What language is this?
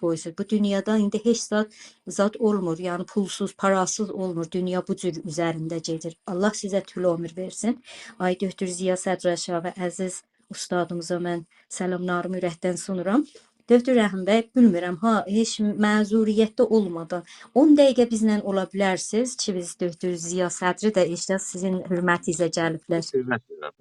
South Azerbaijani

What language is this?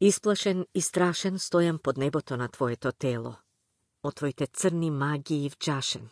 Macedonian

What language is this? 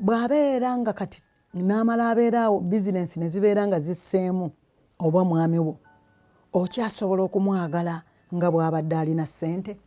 Ganda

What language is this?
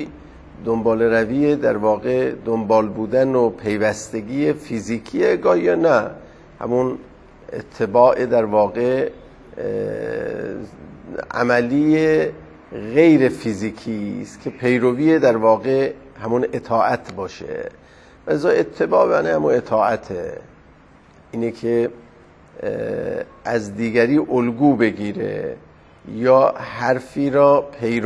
Persian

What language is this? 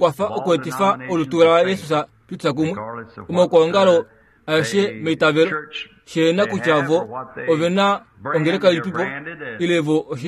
Kuanyama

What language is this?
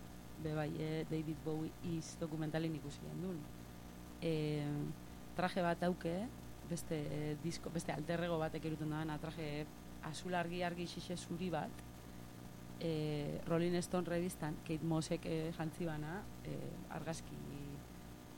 Basque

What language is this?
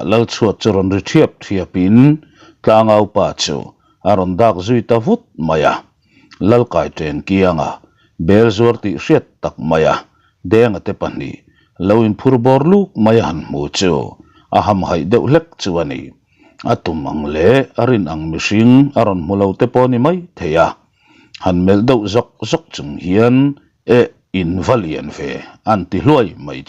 Mizo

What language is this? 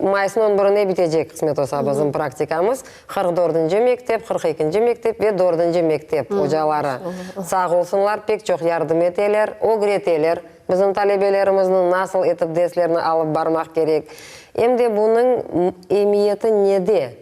Crimean Tatar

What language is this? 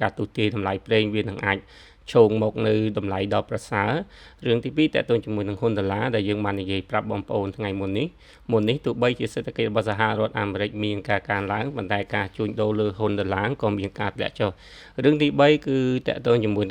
Khmer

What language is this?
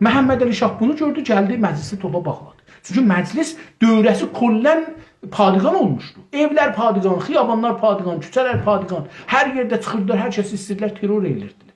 South Azerbaijani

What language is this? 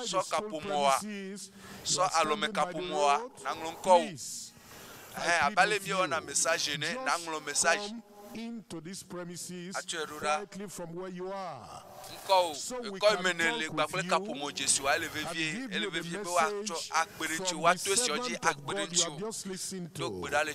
Ewe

